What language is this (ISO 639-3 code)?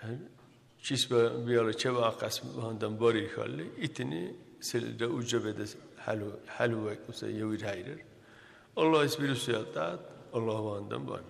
dar